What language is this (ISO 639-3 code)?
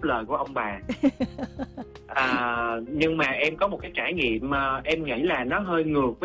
vie